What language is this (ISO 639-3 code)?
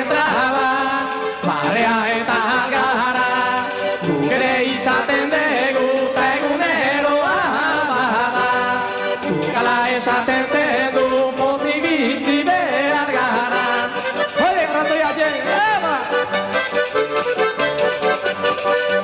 eus